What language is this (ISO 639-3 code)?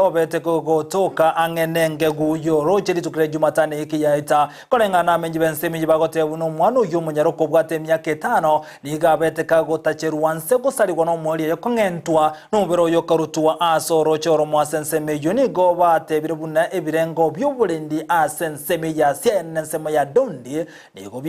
guz